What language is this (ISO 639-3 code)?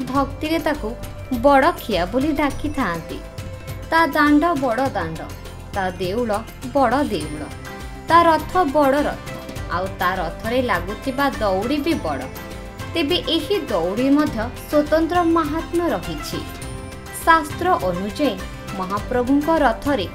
ori